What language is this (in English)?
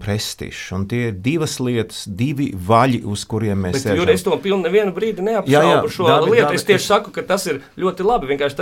Latvian